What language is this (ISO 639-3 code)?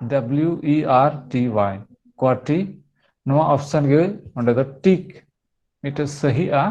sat